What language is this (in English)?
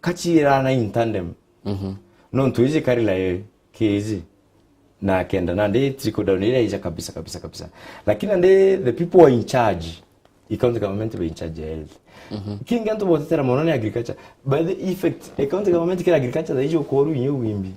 Meru